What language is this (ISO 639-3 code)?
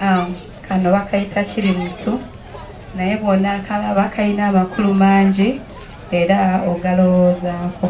lug